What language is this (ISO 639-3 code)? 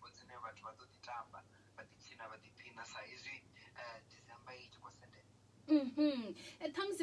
ven